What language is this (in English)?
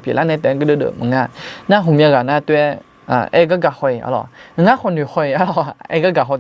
Akha